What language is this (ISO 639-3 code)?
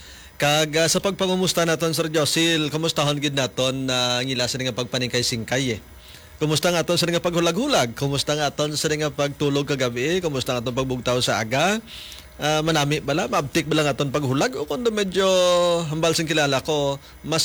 hil